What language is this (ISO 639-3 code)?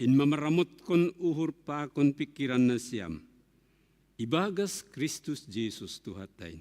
bts